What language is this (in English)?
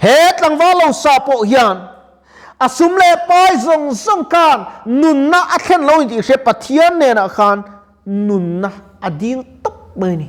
Mizo